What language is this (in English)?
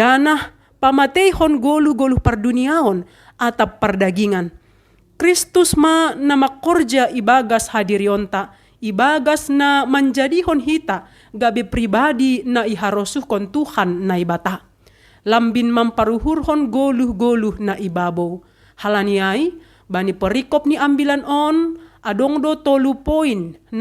Batak Simalungun